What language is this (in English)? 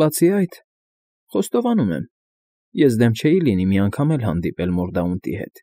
Armenian